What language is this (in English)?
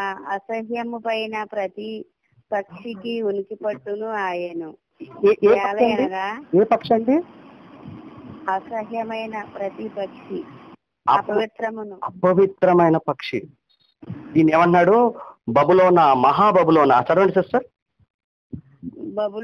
Telugu